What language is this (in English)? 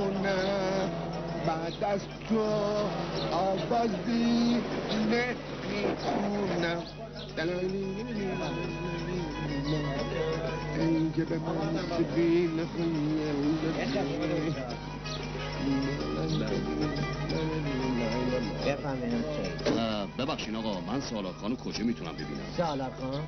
Persian